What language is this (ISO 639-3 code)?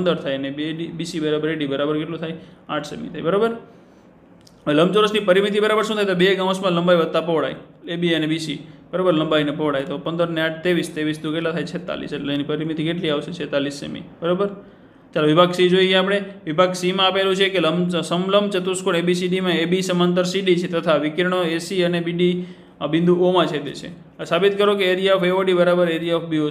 guj